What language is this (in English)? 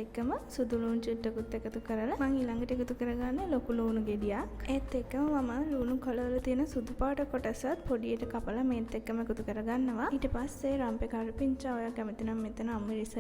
Sinhala